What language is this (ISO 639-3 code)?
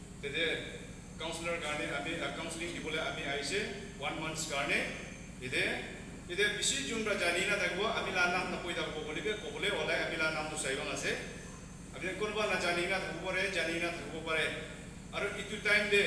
nag